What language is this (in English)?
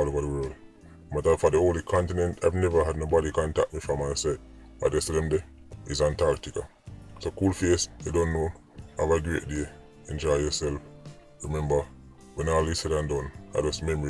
Jamaican Creole English